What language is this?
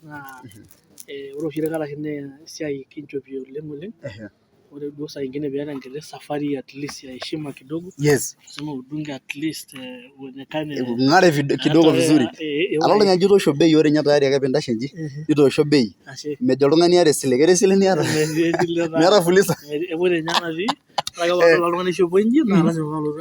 Masai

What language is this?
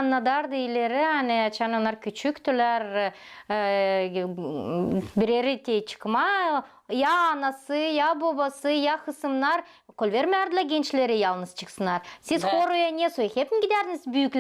Gagauz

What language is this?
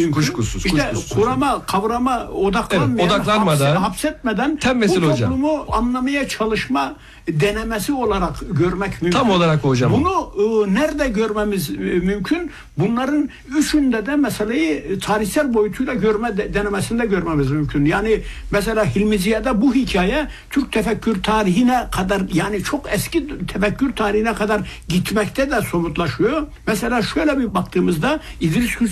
Turkish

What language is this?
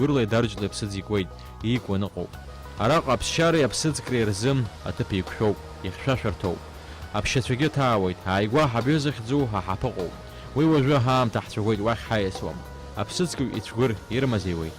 Abkhazian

